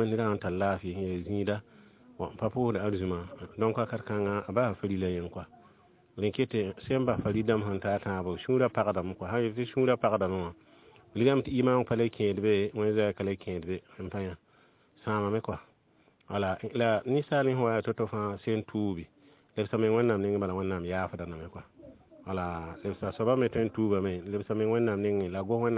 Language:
Mossi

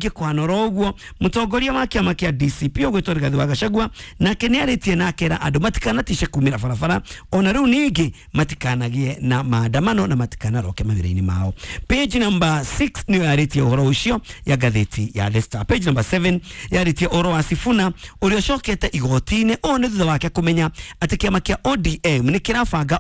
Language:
Kikuyu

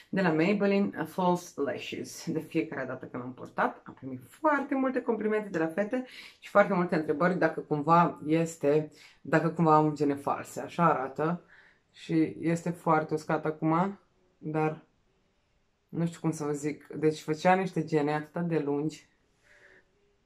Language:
Romanian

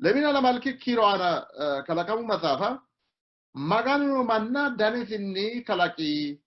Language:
Sidamo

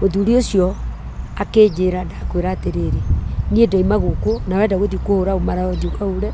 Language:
Kikuyu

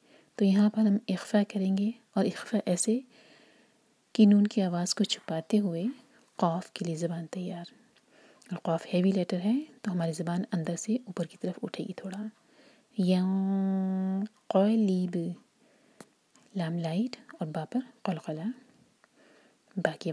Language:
Urdu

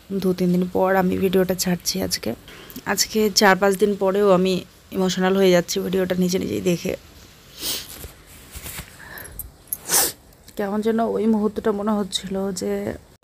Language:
Bangla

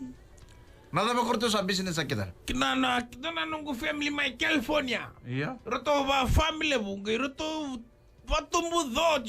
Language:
Fijian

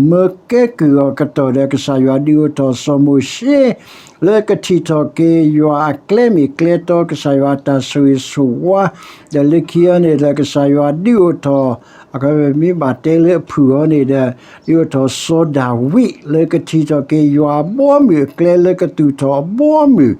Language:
S'gaw Karen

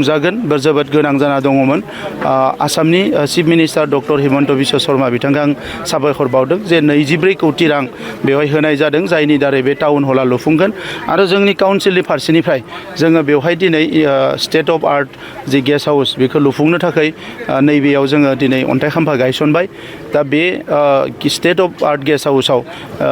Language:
Bodo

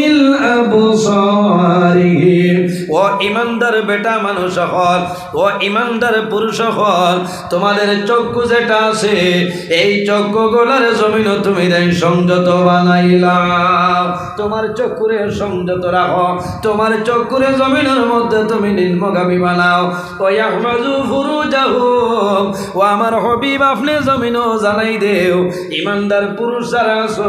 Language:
Sylheti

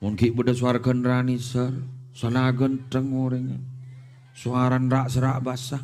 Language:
Madurese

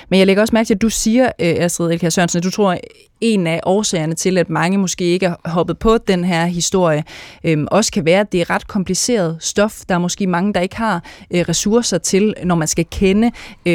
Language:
Danish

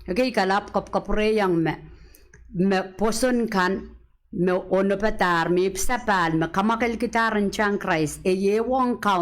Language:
Pohnpeian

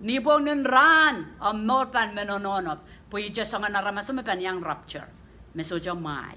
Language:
Pohnpeian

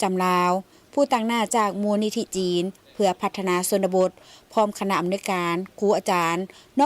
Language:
Lao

